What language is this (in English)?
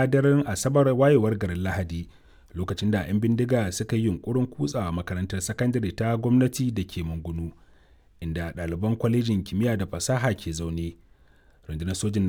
Hausa